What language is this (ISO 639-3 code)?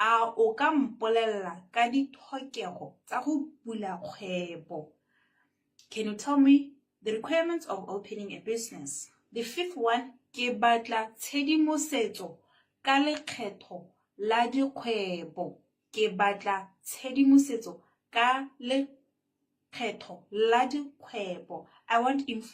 tsn